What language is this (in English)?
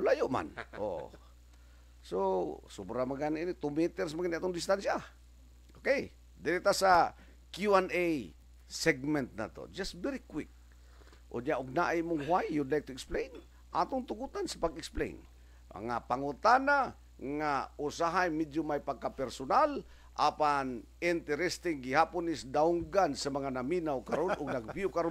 Cebuano